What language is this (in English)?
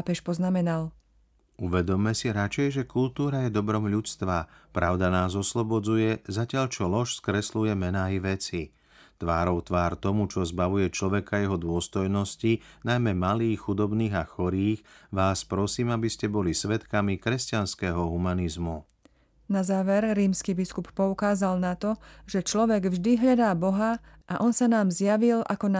Slovak